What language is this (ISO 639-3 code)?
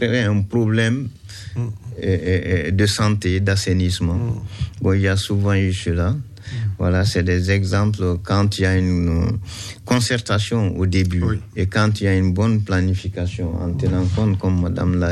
fra